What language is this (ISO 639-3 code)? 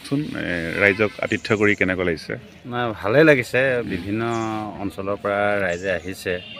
asm